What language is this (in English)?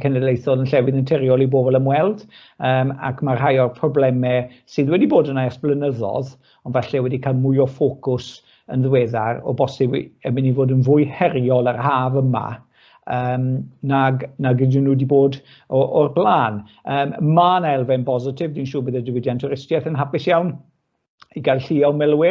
Welsh